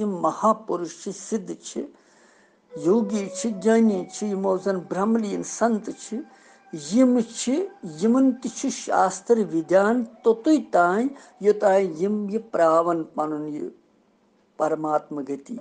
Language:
Kashmiri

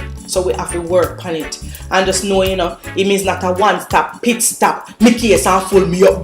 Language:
Jamaican Creole English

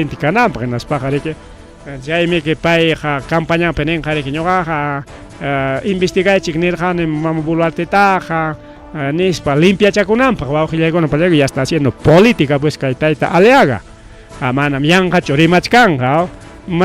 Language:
Ayacucho Quechua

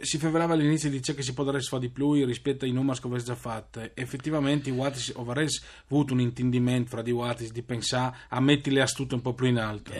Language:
Friulian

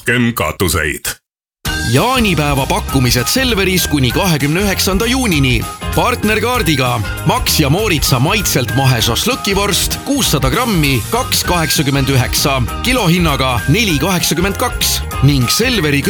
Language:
Estonian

